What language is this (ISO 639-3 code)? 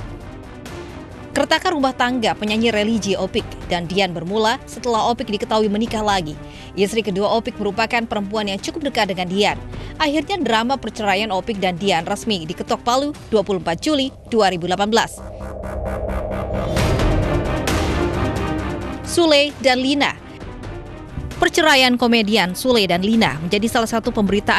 ind